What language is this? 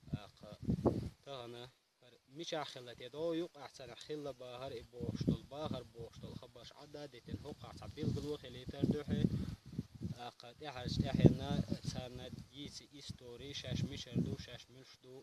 Chechen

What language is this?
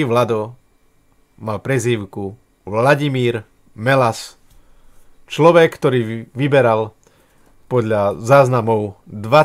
Slovak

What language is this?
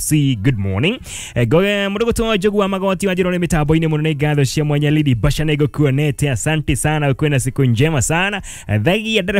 Kikuyu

